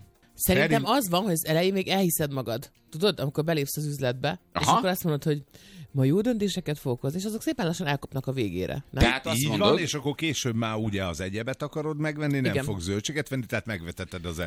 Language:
Hungarian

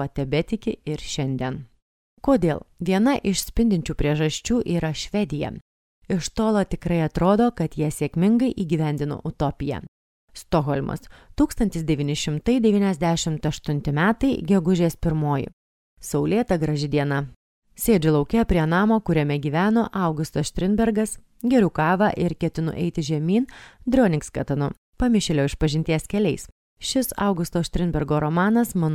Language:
Lithuanian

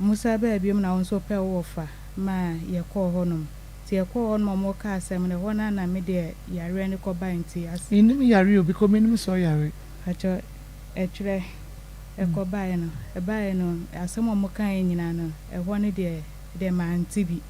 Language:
Akan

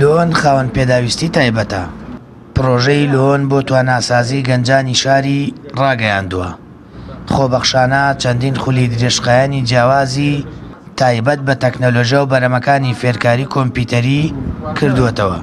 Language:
Central Kurdish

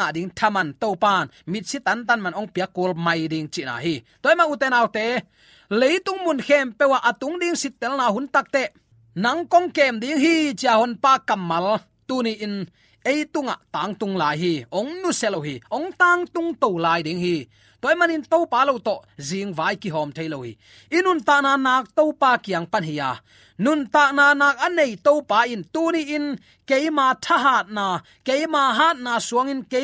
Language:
Tedim Chin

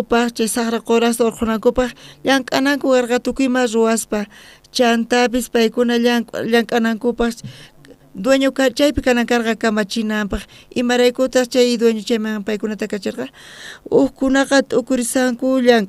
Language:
South Bolivian Quechua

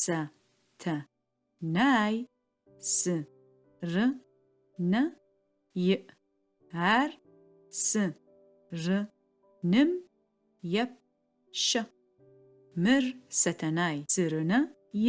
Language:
Adyghe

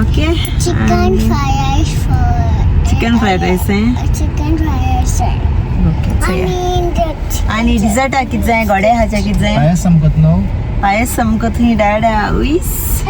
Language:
Konkani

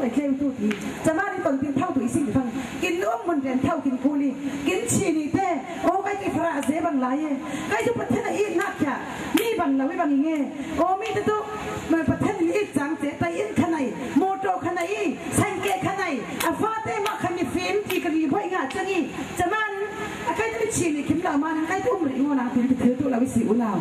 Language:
Falam Chin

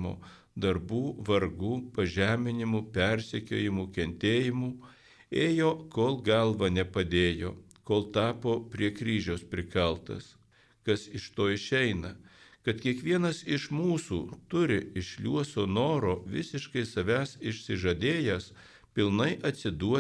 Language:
Lithuanian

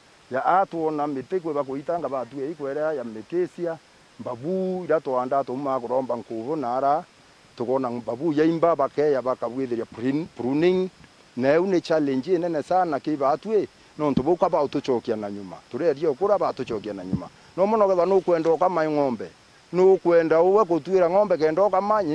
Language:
Meru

